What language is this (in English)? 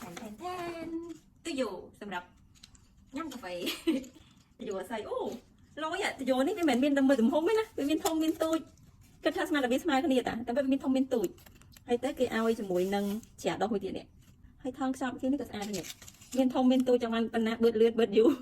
Khmer